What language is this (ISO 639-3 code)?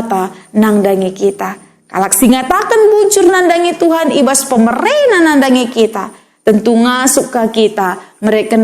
btx